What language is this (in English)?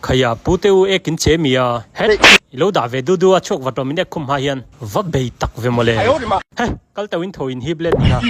Mizo